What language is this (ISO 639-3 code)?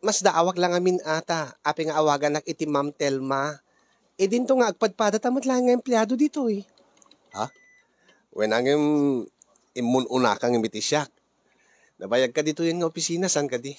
ilo